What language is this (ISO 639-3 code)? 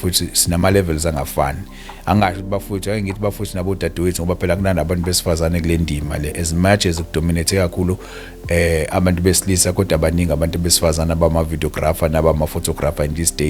zul